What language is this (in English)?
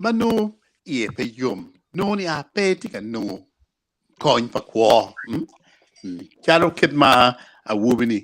Acoli